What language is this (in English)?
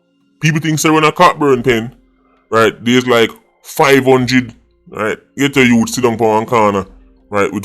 Jamaican Creole English